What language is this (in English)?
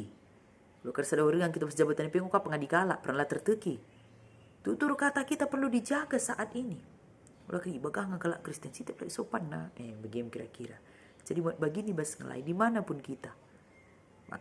Batak Karo